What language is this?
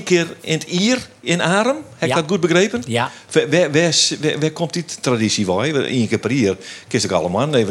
Western Frisian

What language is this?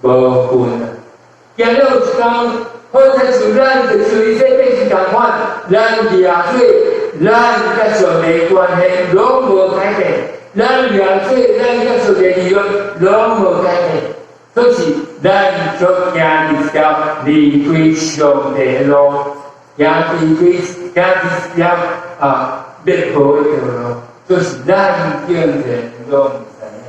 Min Nan Chinese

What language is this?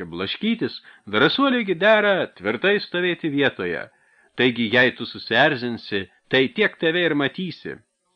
Lithuanian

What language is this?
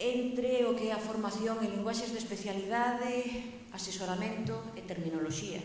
Galician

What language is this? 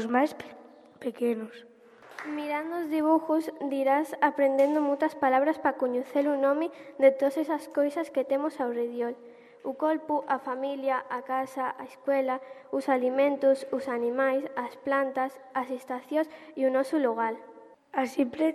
Galician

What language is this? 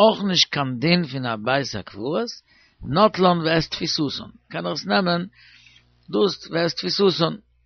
Yiddish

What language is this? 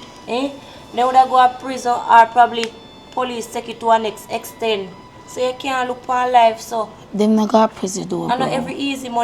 Jamaican Creole English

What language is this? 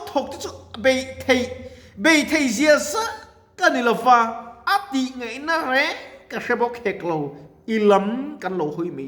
Mizo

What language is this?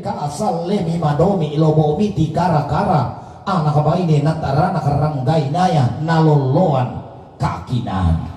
Toraja-Sa'dan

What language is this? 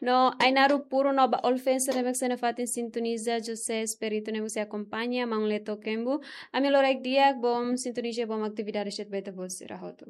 Tetum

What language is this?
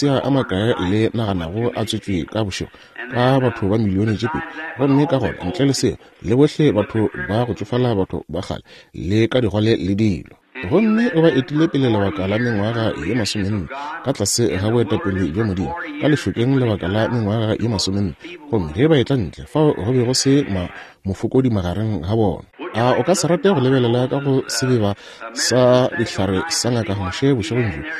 Northern Sotho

